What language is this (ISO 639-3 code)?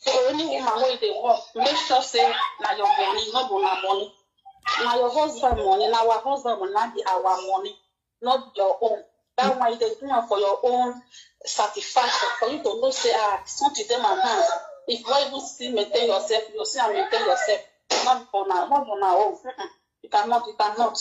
pcm